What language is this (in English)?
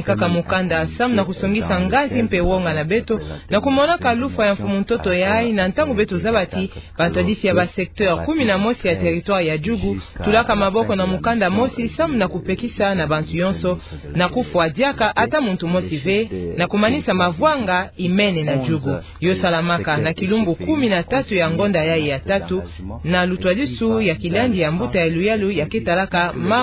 Kituba (Democratic Republic of Congo)